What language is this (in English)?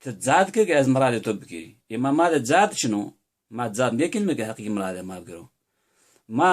Zaza